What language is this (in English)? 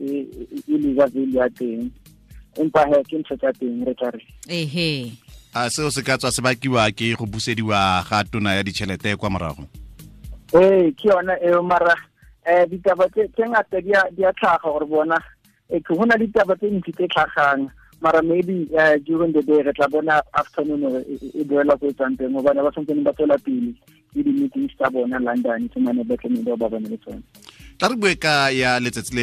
Tswana